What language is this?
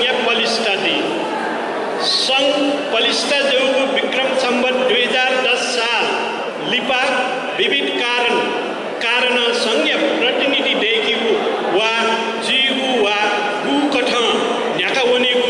Newari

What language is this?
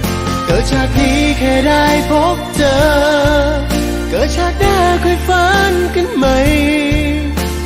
Thai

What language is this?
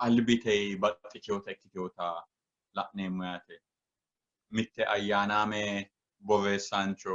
Sidamo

